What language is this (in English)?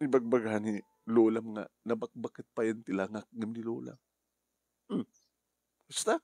Iloko